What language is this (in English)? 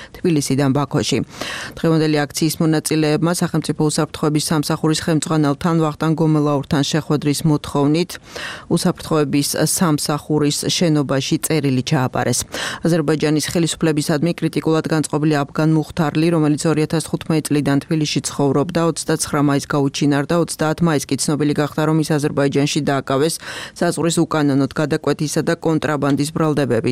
Georgian